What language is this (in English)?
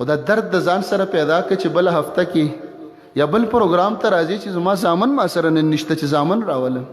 Pashto